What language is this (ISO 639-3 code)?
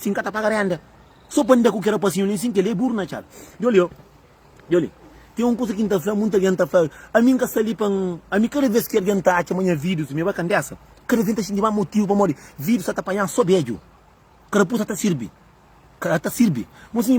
kea